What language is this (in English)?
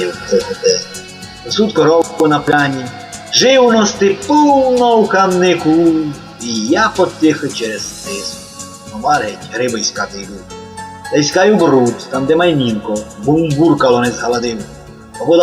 Rusyn